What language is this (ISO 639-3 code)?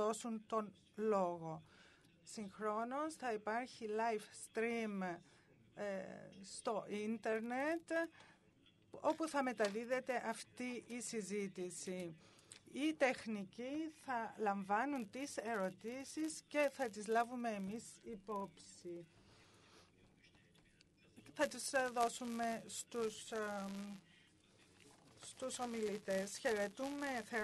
ell